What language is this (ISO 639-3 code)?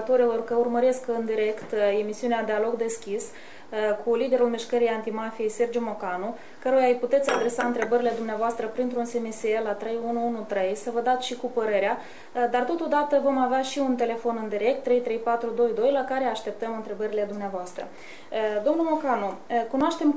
ron